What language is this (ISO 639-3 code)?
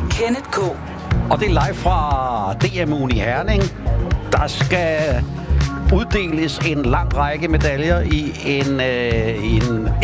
dan